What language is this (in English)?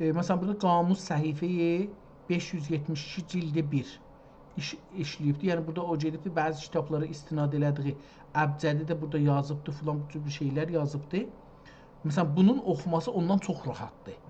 South Azerbaijani